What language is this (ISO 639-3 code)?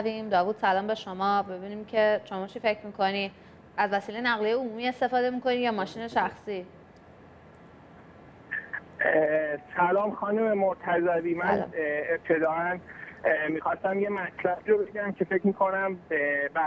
fas